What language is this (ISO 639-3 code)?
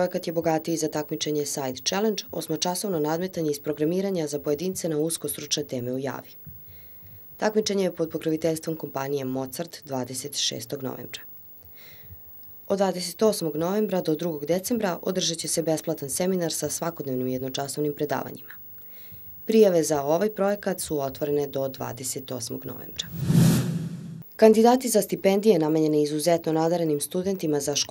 srp